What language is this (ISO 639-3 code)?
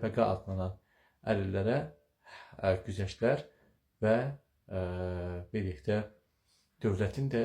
aze